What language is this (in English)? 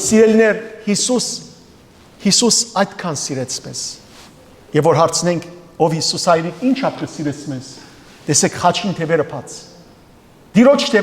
Western Armenian